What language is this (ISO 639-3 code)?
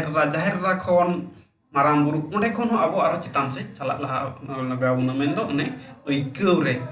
sat